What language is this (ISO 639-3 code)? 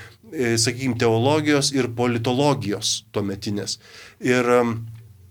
lit